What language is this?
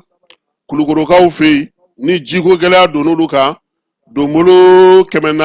Bambara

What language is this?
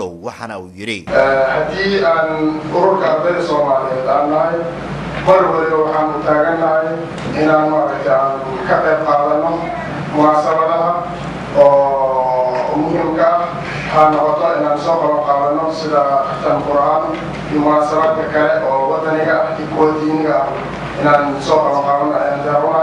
Somali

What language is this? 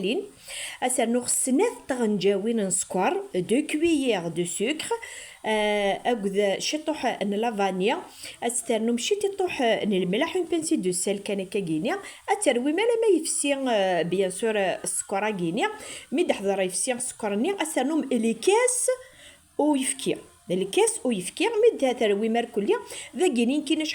Kabyle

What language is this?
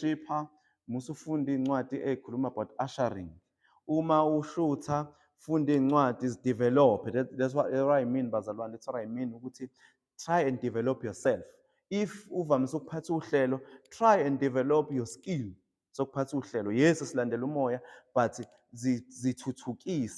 Zulu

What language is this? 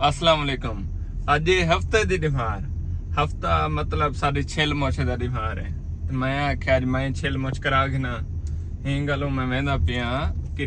Saraiki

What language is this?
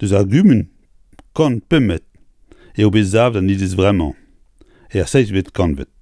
Breton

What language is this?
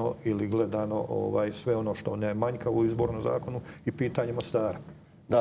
Croatian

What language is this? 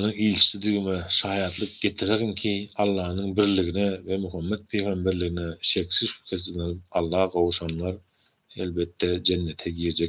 Turkmen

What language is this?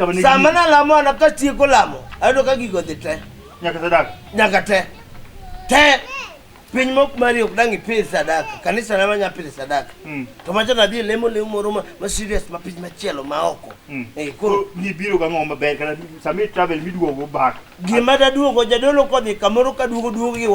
Luo (Kenya and Tanzania)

